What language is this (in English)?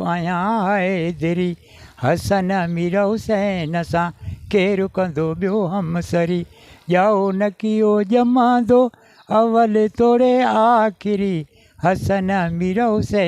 Sindhi